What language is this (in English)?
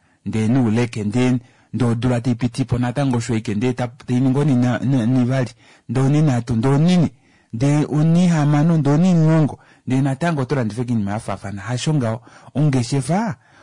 Kuanyama